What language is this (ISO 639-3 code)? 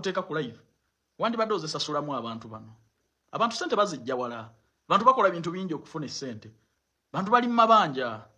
lug